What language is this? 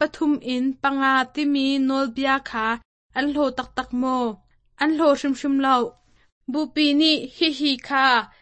Hakha Chin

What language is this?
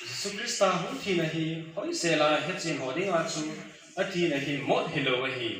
Thado Chin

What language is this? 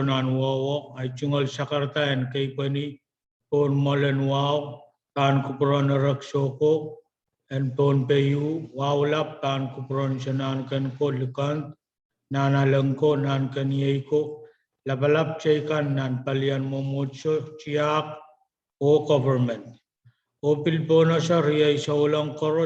Pohnpeian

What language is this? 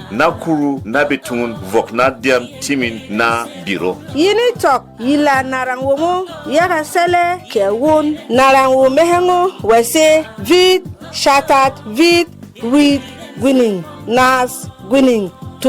Berom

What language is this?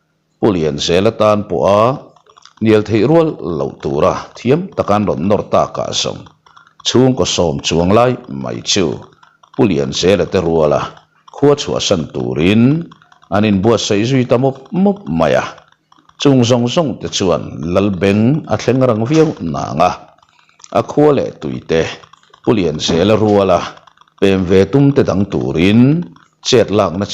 Mizo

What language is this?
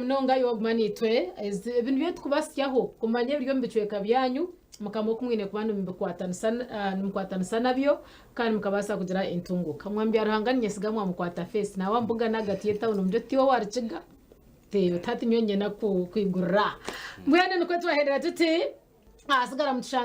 Nyankole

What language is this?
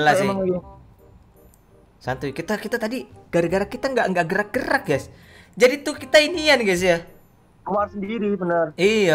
Indonesian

